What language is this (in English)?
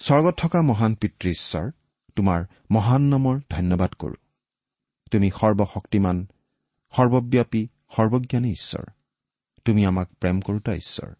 Assamese